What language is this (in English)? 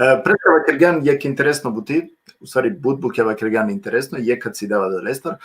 Balkan Romani